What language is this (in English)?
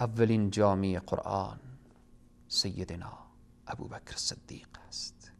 Persian